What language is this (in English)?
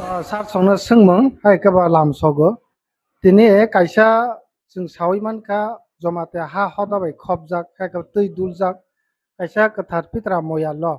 Kok Borok